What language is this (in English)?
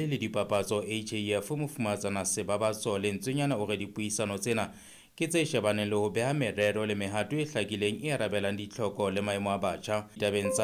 Southern Sotho